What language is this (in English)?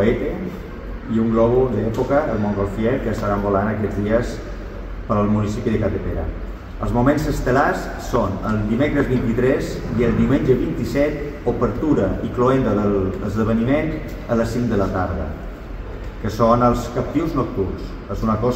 Catalan